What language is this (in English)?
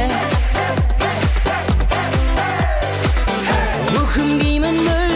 Kazakh